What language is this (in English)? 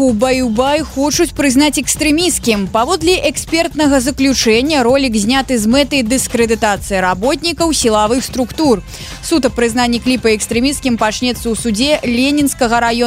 Belarusian